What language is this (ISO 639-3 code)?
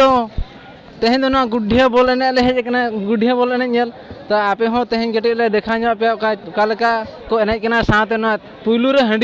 sat